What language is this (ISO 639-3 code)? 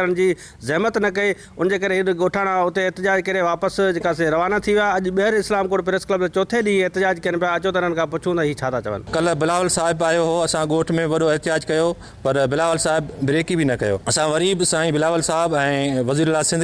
snd